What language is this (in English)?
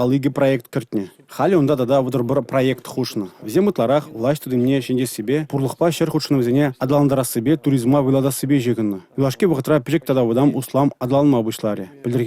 Chuvash